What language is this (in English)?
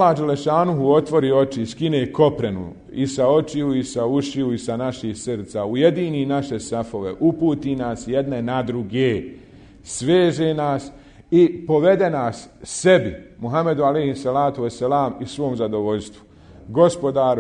Bosnian